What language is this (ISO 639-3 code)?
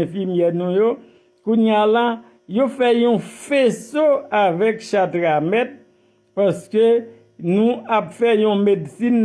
hat